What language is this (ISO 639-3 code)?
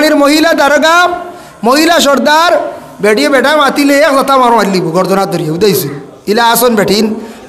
syl